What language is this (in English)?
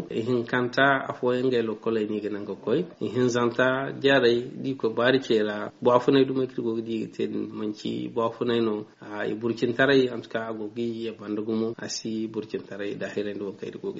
Zarma